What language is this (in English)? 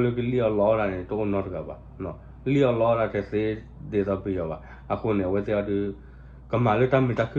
S'gaw Karen